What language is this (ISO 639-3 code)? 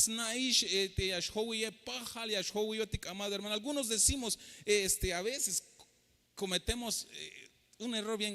tzh